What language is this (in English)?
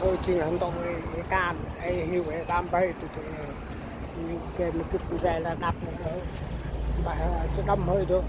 Central Mnong